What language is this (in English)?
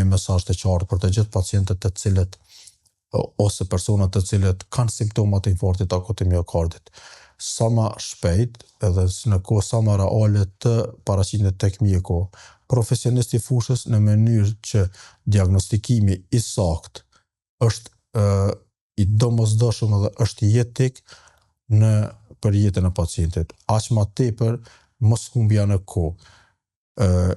Albanian